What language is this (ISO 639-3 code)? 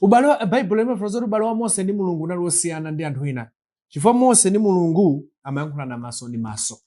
nya